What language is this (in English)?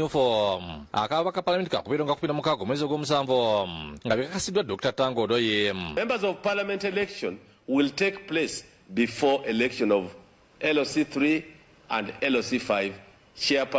Ganda